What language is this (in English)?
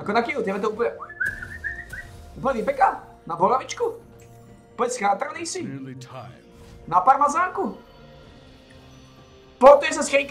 Slovak